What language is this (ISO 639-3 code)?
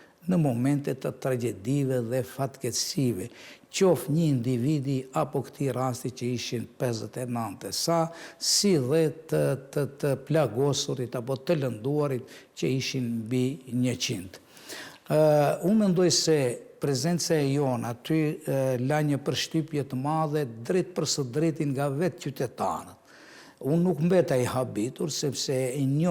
sqi